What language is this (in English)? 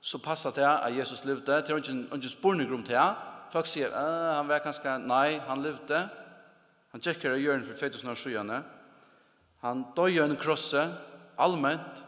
Faroese